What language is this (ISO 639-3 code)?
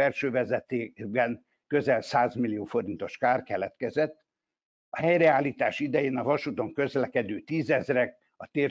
hun